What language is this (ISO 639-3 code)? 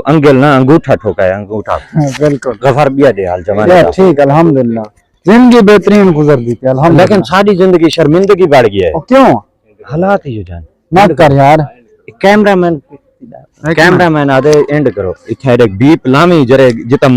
skr